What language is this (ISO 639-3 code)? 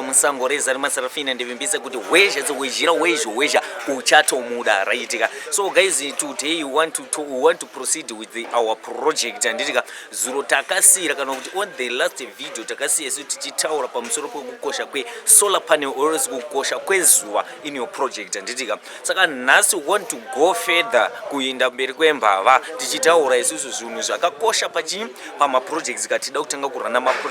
sna